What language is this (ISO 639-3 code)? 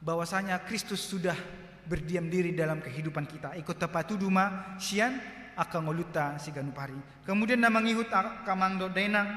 bbc